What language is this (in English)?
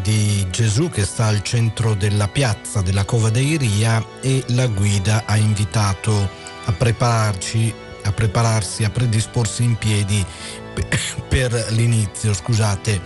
Italian